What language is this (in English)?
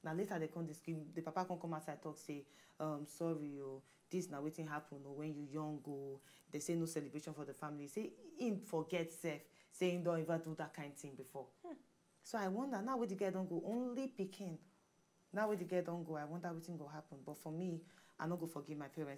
Nigerian Pidgin